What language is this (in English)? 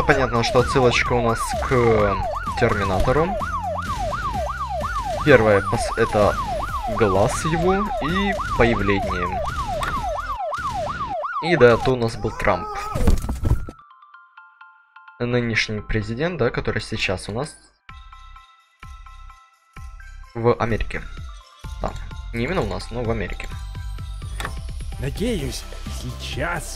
Russian